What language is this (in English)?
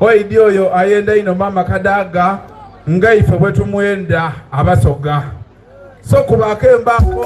Soga